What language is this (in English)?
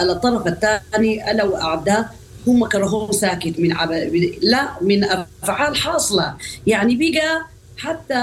Sudanese Arabic